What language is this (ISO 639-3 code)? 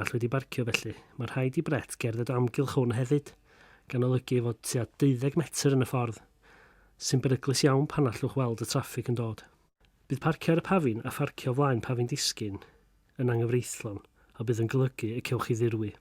cym